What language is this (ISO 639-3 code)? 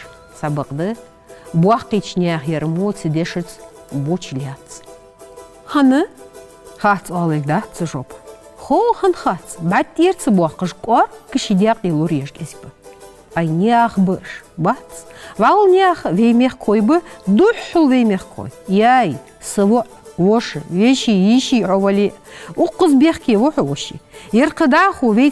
inh